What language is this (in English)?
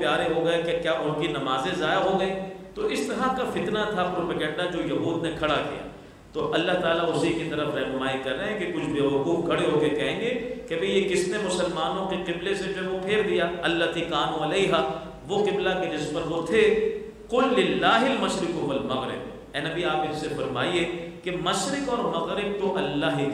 Urdu